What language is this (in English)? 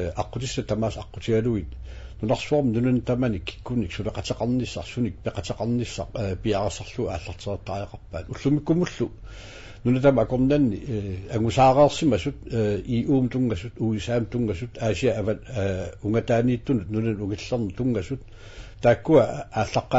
Kalaallisut